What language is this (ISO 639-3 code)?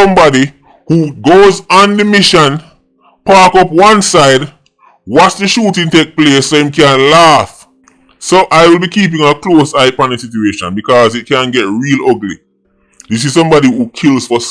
jam